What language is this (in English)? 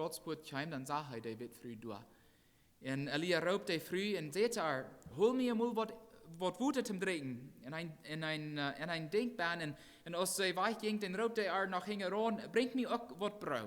Plautdietsch